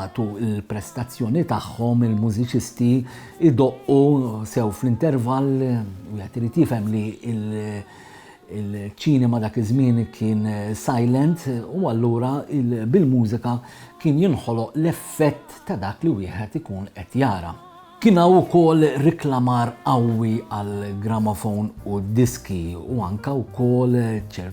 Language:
Maltese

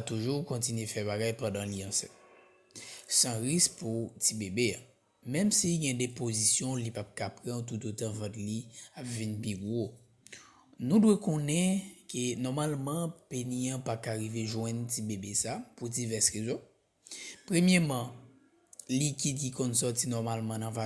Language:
Haitian Creole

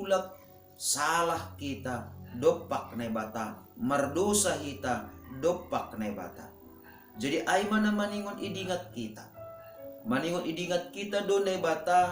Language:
Batak Simalungun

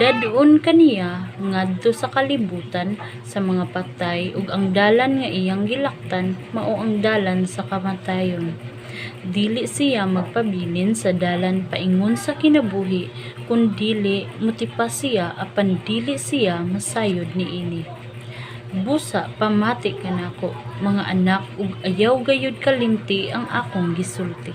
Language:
Cebuano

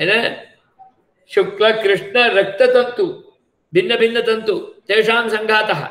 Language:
Sanskrit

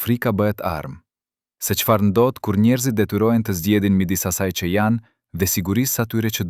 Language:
Albanian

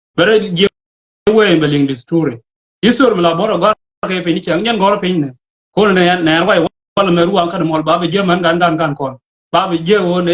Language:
Nuer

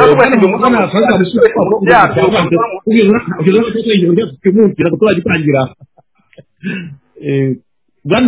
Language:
Kinyarwanda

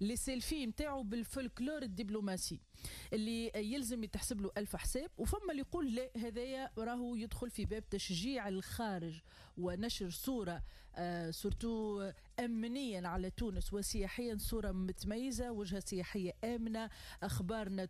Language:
Tunisian Arabic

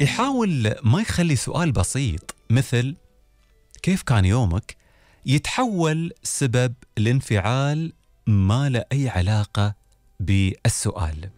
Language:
Gulf Arabic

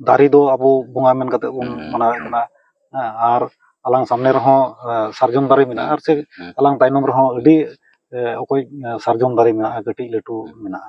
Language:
Santali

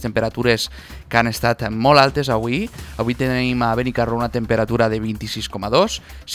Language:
Catalan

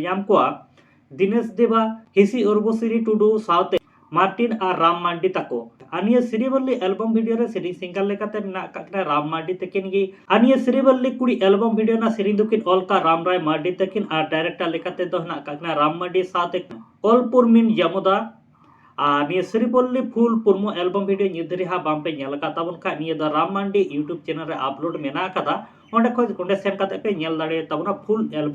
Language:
Santali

